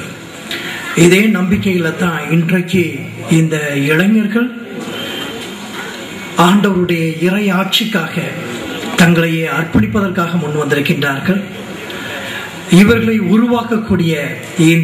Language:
Tamil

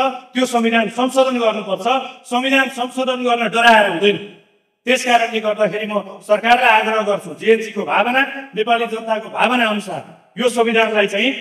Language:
Nepali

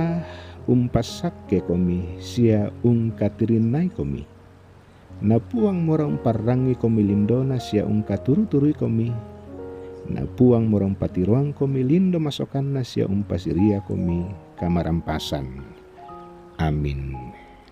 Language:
Toraja-Sa'dan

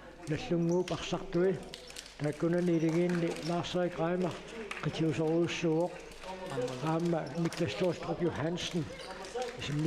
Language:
Kalaallisut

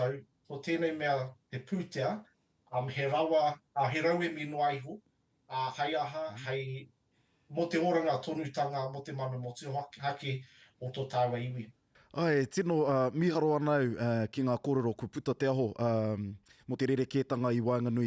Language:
Māori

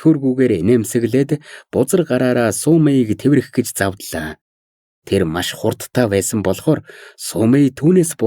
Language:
Mongolian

